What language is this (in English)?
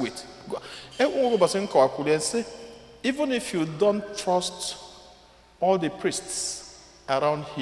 Igbo